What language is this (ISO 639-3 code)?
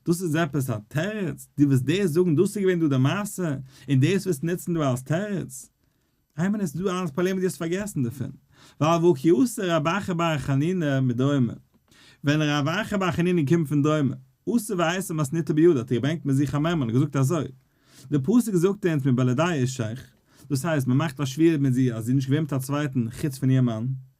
yid